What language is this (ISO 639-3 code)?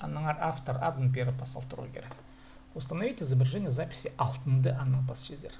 kjh